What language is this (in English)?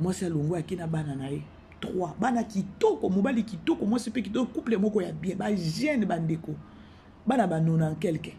Lingala